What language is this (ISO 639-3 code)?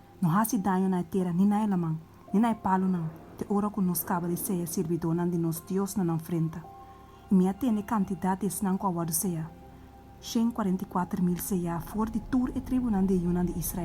pap